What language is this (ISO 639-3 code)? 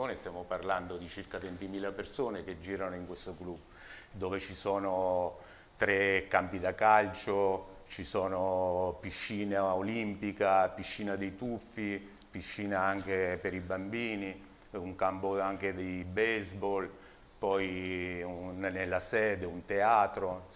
ita